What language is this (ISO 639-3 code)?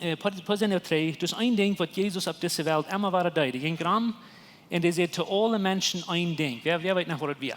pdt